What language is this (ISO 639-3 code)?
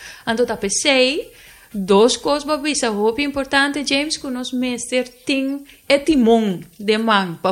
pap